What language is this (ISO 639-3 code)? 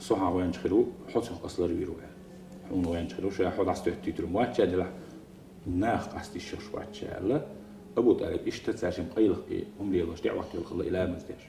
che